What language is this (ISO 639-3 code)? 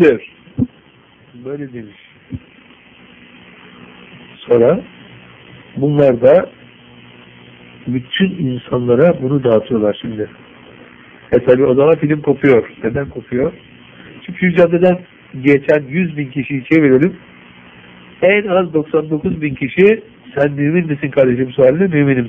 tur